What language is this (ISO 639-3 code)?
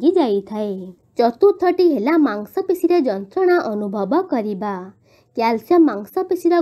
ori